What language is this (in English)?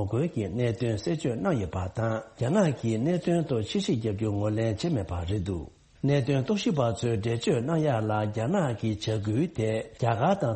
Tibetan